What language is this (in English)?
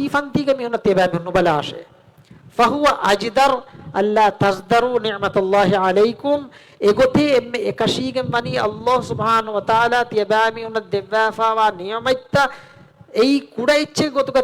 Divehi